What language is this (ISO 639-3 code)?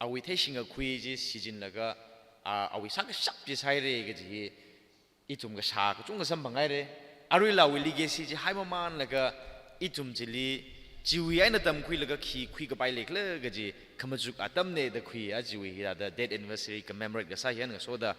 nmf